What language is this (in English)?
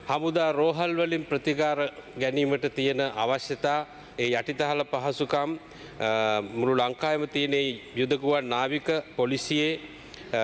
Sinhala